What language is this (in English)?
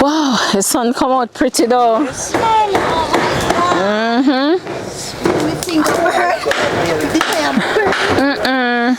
Jamaican Creole English